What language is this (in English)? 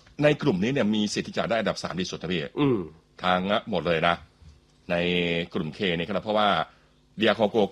Thai